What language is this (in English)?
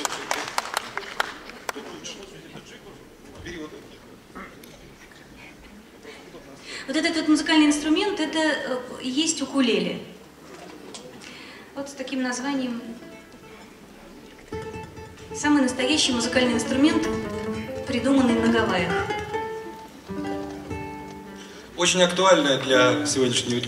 Russian